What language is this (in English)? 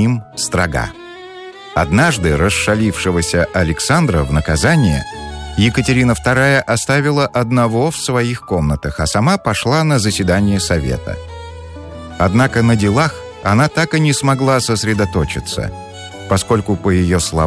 Russian